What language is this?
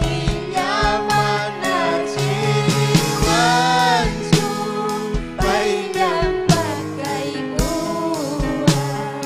Ayacucho Quechua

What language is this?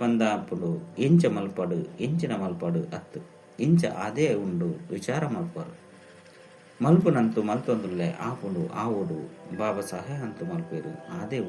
Tulu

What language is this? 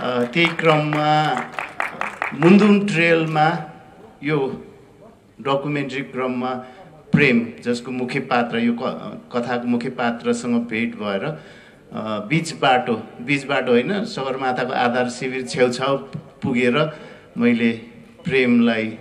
Nepali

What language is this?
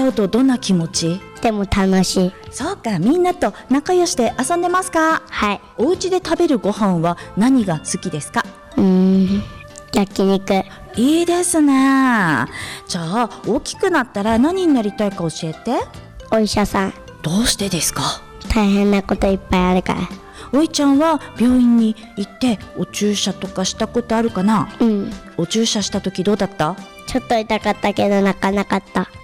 Japanese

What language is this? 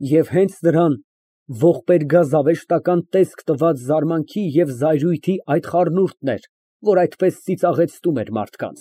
Armenian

